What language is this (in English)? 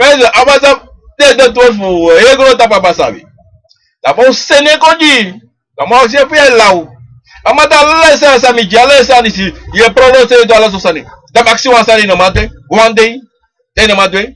Sranan Tongo